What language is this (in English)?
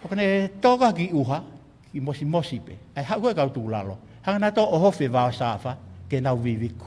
Tongan